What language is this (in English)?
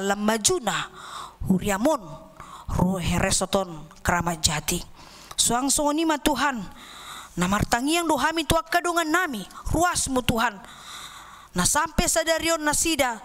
Batak Toba